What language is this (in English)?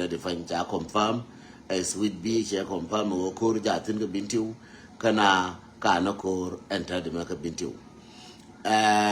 Nuer